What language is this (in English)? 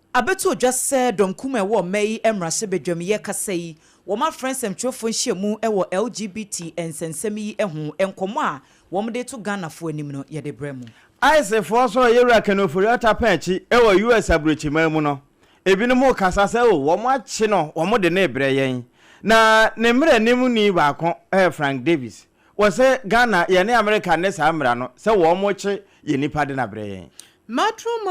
Akan